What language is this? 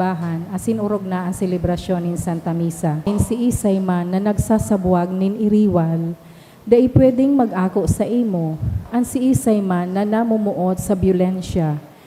Bikol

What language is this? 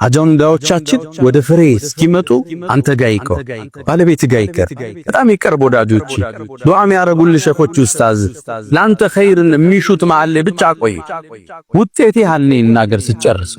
Amharic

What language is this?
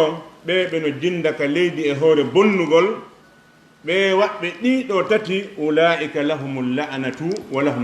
Fula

